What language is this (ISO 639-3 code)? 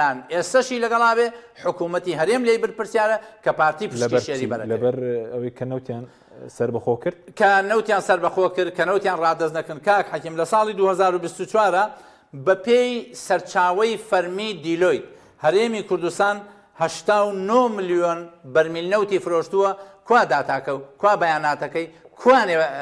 ckb